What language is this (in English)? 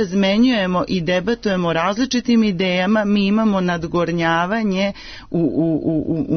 Serbian